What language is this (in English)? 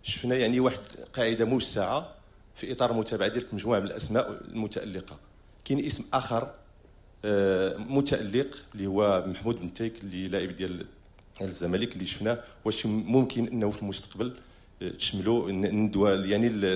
Moroccan Arabic